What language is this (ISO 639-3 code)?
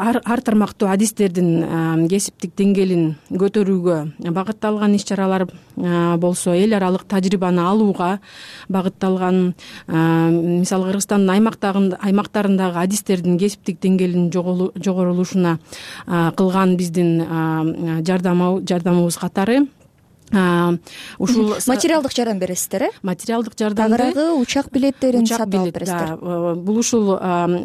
kir